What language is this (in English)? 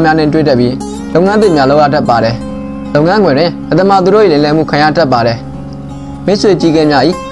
Burmese